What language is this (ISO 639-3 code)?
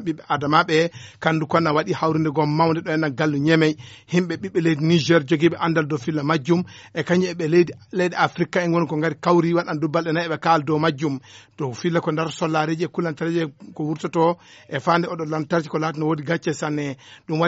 ful